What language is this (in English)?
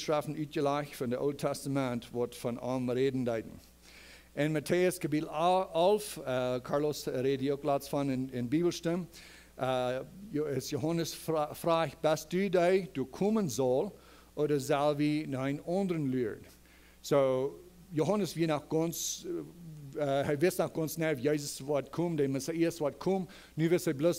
Plautdietsch